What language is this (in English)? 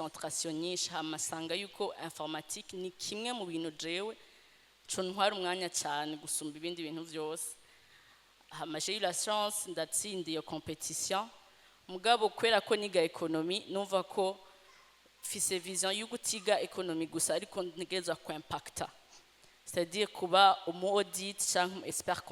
Rundi